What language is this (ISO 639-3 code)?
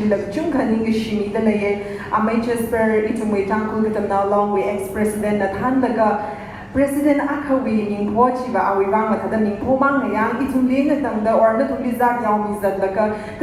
nmf